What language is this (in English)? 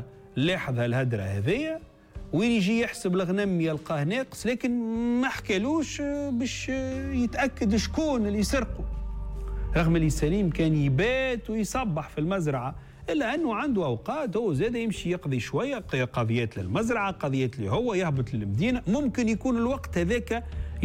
Tunisian Arabic